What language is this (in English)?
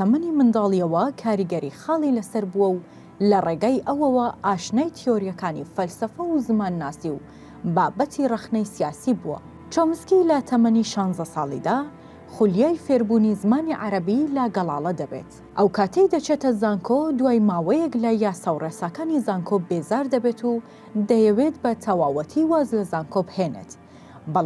Central Kurdish